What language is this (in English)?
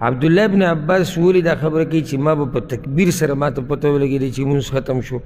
Pashto